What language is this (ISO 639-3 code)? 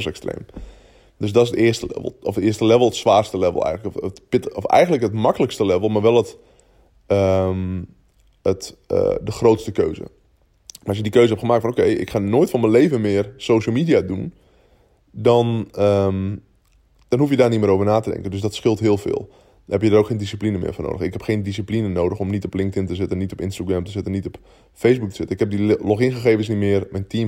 nld